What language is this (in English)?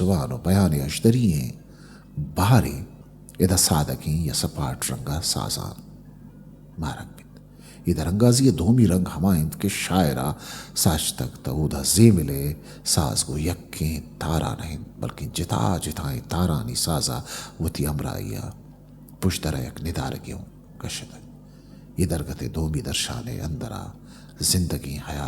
Eastern Balochi